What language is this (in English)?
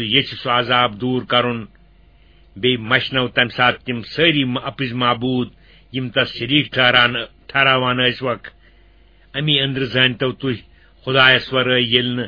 Kashmiri